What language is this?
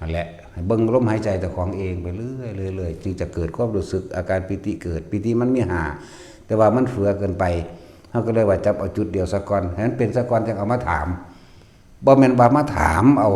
Northeastern Thai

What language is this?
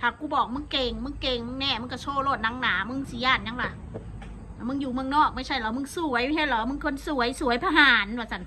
Northeastern Thai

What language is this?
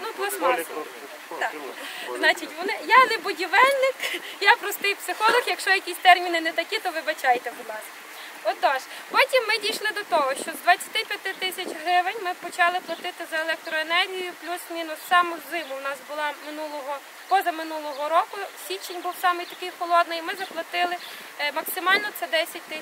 Ukrainian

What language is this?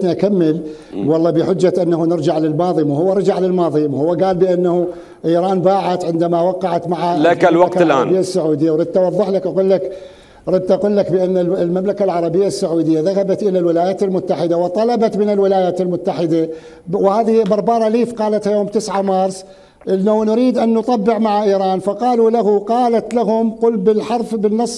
Mesopotamian Arabic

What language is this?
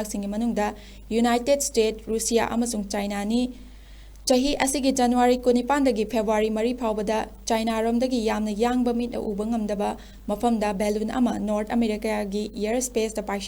Manipuri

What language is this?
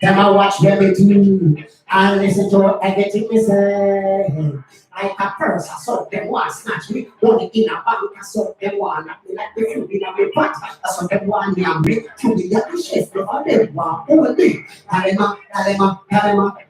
Jamaican Creole English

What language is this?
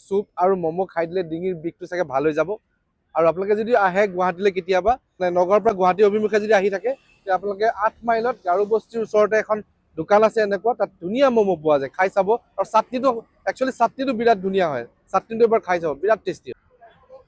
Assamese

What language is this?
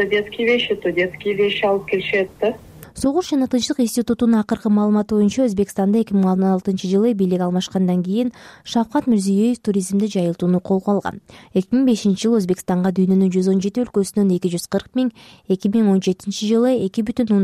Kyrgyz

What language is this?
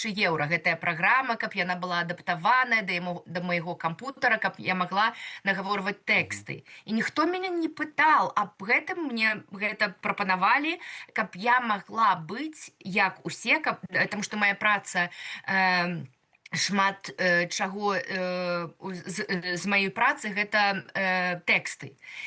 Belarusian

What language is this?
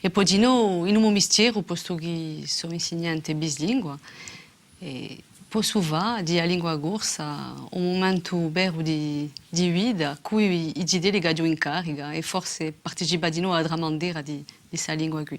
Corsican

